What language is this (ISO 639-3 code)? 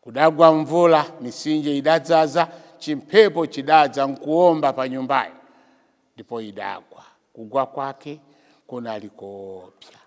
nya